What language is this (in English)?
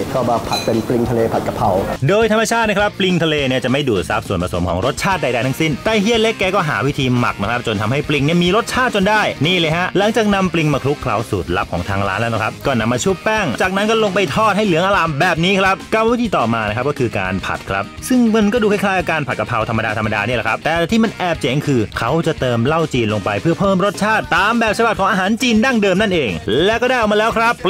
Thai